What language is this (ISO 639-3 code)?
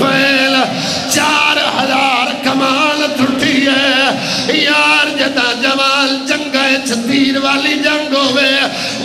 skr